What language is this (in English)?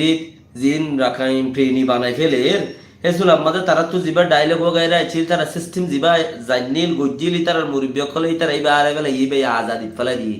Rohingya